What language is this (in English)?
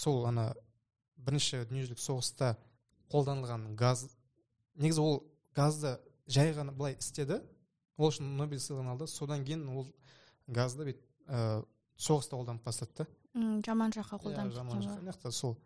Kazakh